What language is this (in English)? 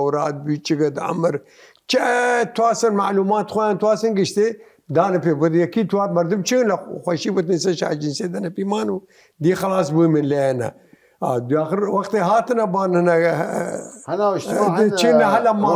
Southern Kurdish